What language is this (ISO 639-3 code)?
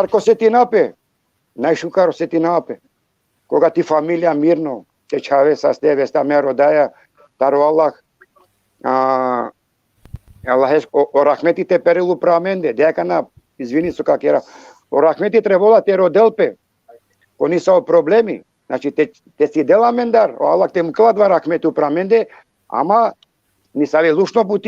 rmn